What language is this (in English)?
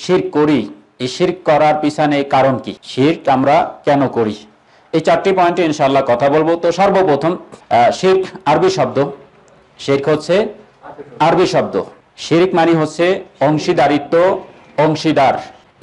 Bangla